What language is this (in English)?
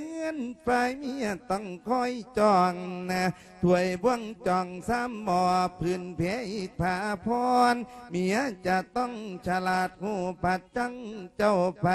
Lao